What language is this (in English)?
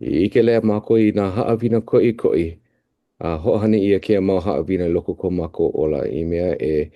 Hawaiian